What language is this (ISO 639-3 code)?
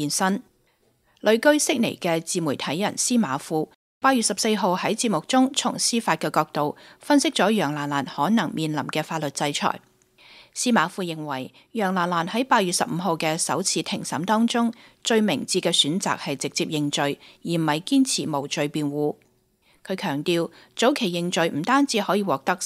yue